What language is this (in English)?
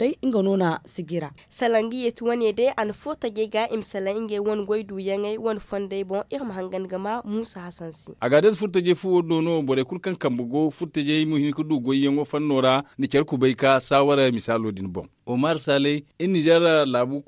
Zarma